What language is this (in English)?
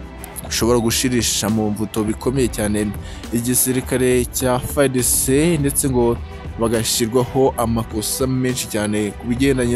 Kinyarwanda